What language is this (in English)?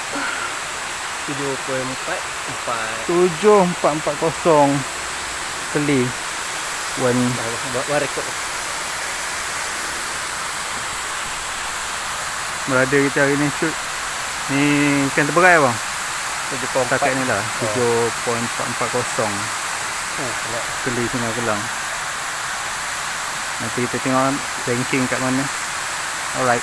Malay